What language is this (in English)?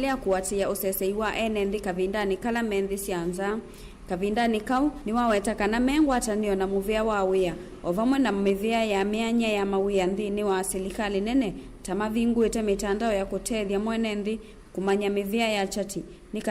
Kamba